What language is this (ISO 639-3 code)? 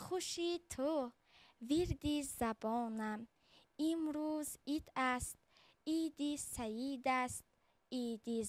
tgk